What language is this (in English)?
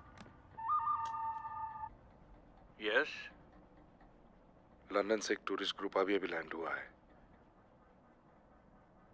Hindi